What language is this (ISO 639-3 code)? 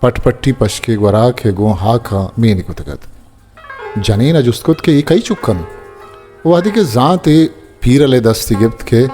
bal